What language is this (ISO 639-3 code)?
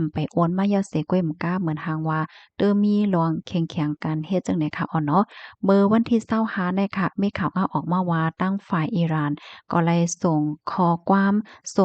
shn